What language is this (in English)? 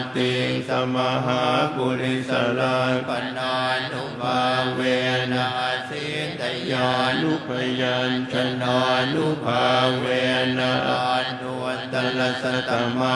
Pali